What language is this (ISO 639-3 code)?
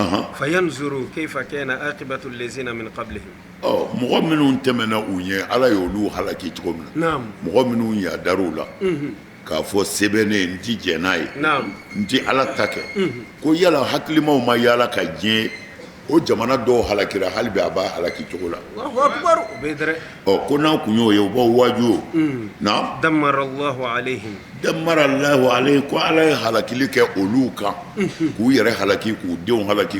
bam